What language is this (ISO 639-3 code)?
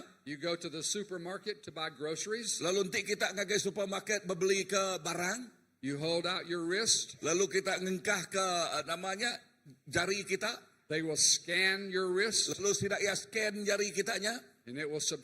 iba